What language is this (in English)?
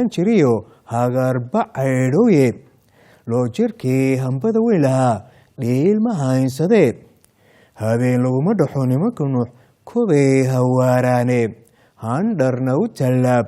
Somali